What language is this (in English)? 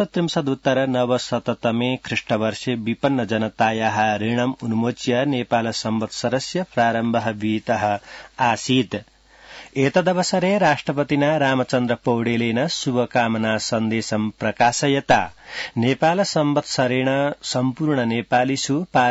Sanskrit